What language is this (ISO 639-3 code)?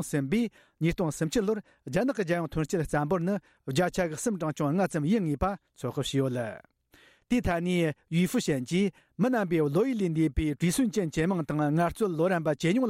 bod